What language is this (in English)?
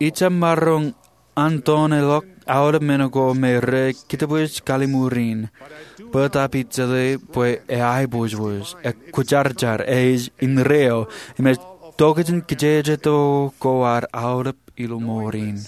Marshallese